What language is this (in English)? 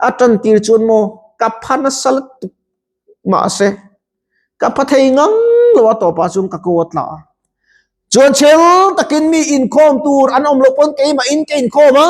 Mizo